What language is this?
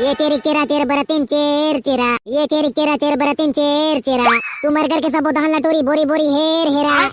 Chhattisgarhi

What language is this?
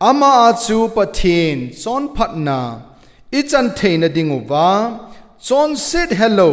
Thado Chin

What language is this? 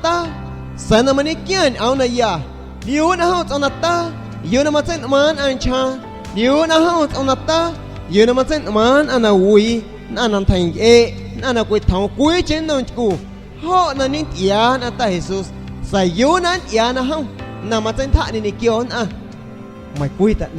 San Pedro Amuzgos Amuzgo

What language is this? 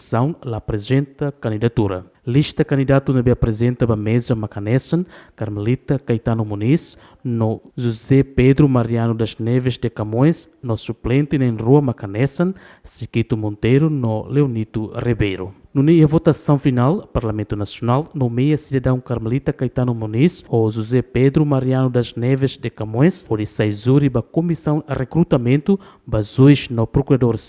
Tetum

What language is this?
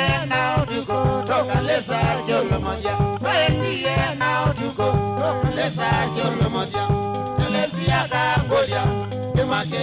Kamba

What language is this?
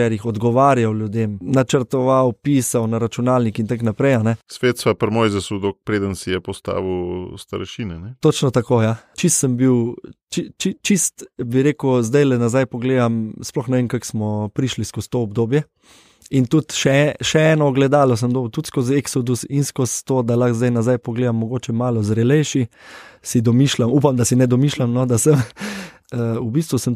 Slovenian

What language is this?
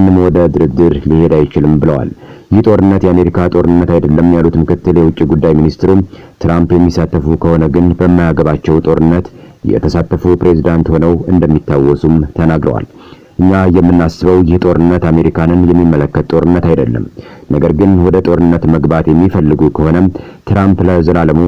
Amharic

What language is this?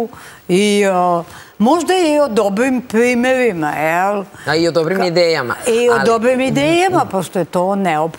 Serbian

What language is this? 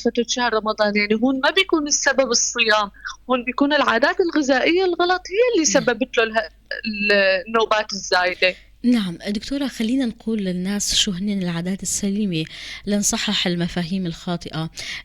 North Levantine Arabic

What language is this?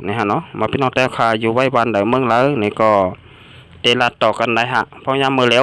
Shan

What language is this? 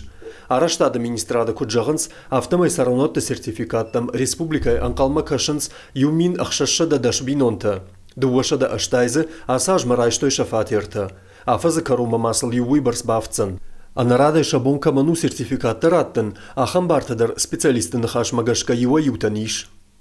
Ossetic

